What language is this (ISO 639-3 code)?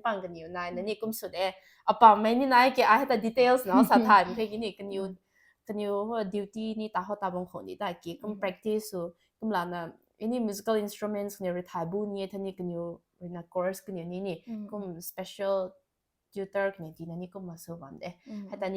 nbu